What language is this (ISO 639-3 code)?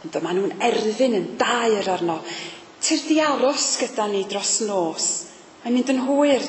cym